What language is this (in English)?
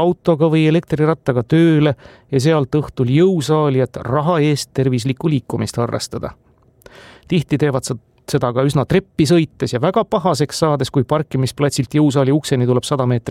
Estonian